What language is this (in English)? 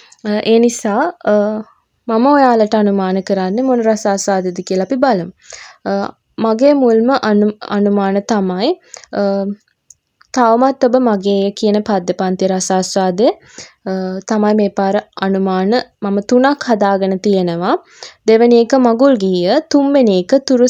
Sinhala